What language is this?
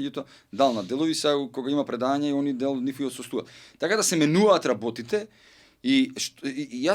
Macedonian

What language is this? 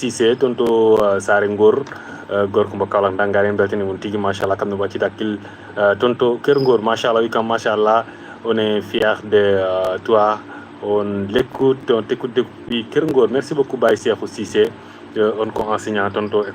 Fula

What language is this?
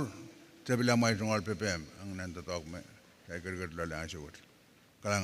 Pohnpeian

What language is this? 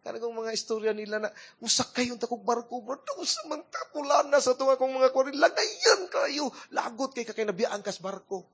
Cebuano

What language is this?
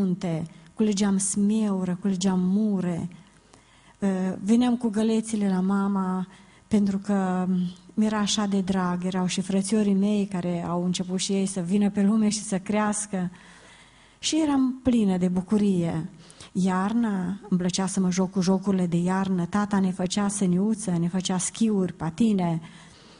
Romanian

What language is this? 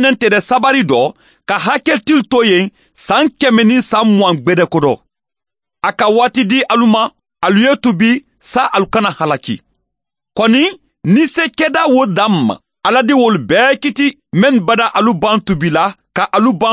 Mandingo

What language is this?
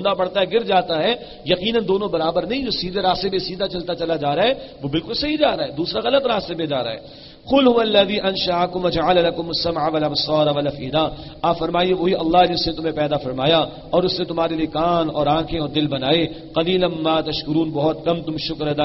Urdu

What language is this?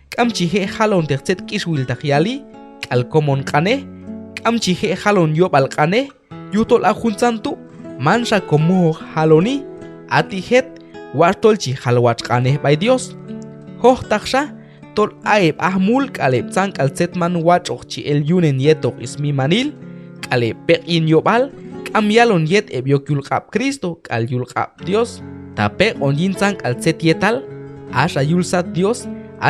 Q'anjob'al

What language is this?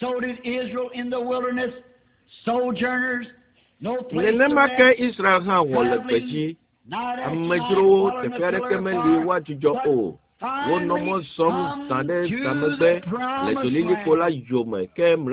Ewe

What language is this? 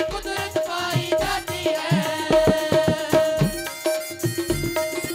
Hindi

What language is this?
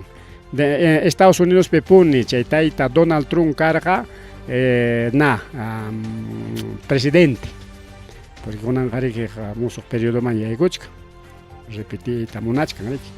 Ayacucho Quechua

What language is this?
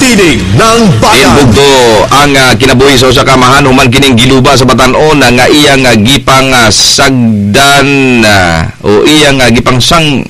Cebuano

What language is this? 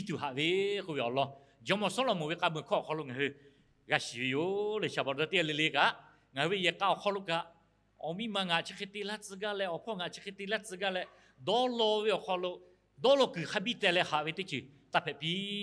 Lahu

